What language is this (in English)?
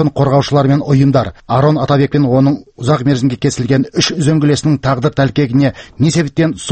Kazakh